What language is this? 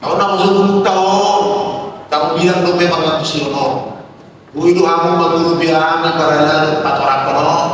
Batak Toba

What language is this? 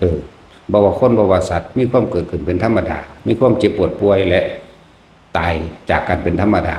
Lao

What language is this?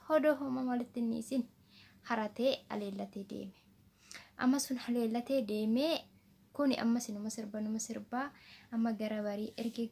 Oromo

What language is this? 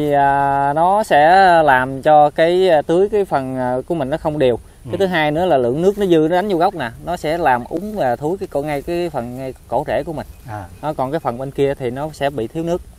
Vietnamese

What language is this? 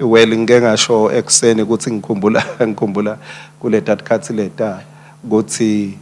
Swati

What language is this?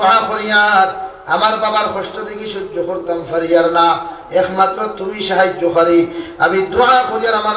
Sylheti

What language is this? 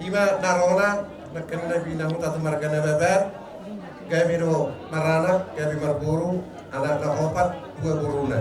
Batak Toba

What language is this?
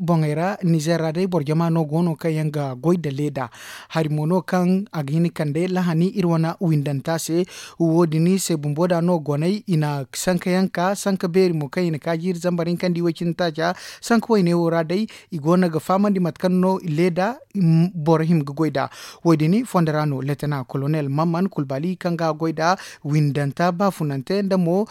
Zarma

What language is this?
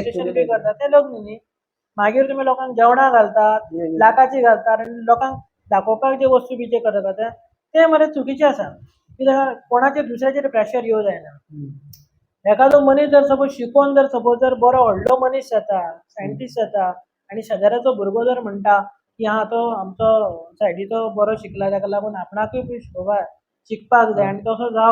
Konkani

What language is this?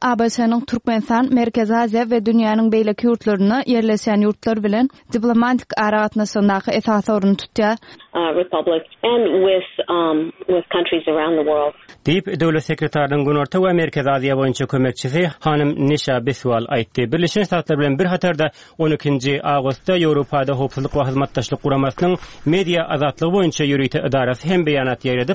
Turkmen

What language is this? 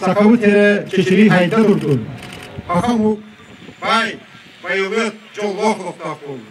Yakut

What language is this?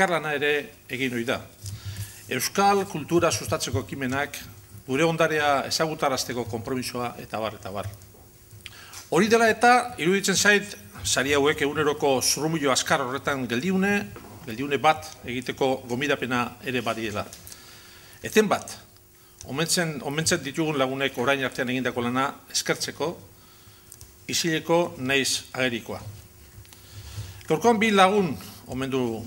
Basque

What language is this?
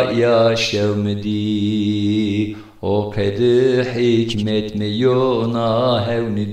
Zaza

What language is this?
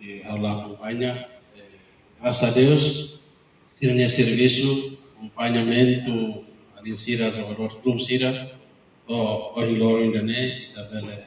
Tetum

